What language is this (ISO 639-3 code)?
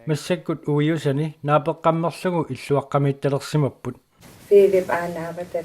kal